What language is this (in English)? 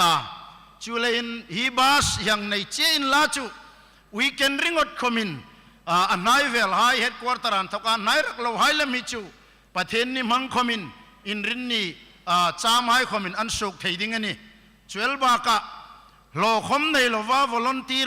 Hmar